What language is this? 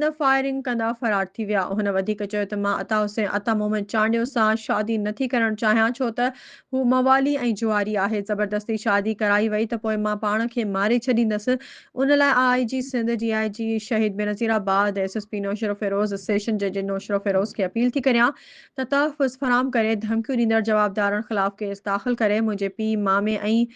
Sindhi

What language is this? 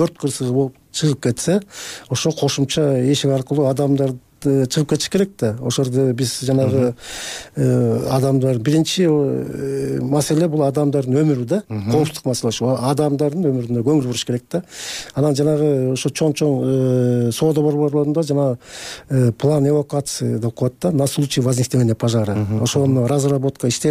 Kyrgyz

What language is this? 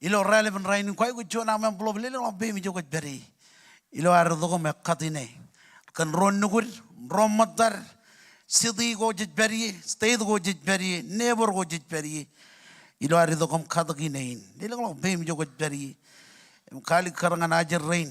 Marshallese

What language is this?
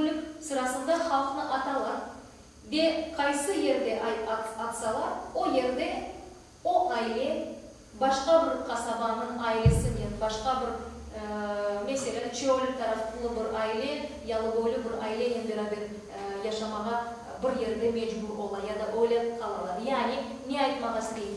Crimean Tatar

